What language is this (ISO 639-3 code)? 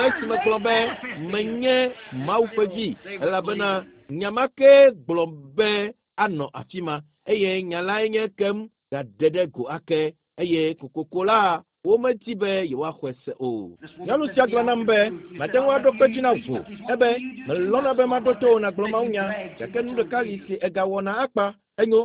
ewe